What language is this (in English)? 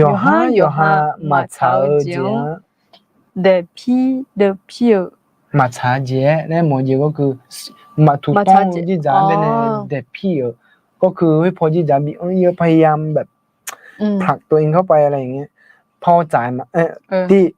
Akha